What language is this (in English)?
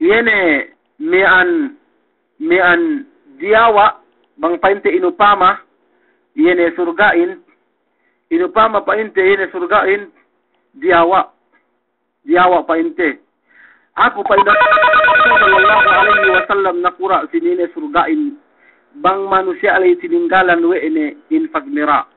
Yakan